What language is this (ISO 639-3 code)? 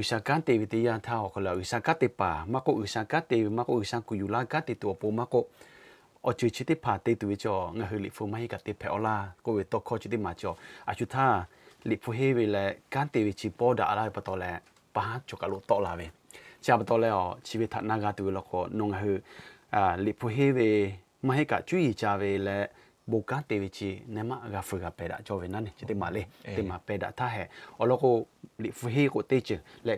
lhu